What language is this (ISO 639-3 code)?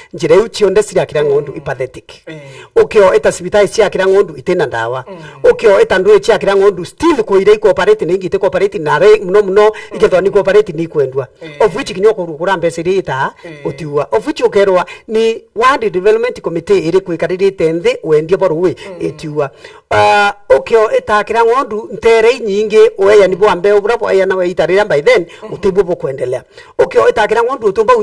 mer